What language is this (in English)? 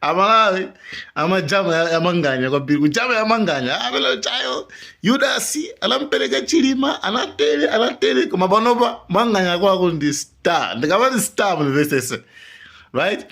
Nyanja